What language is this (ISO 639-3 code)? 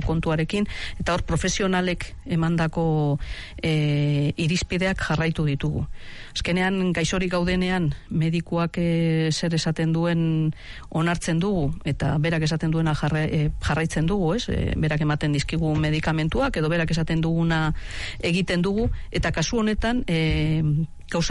eus